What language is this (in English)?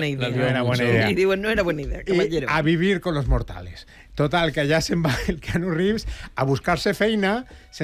Catalan